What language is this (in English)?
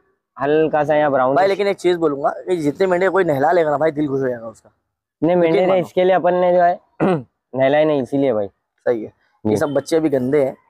Hindi